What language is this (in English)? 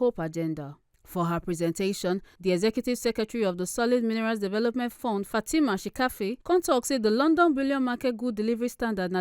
Nigerian Pidgin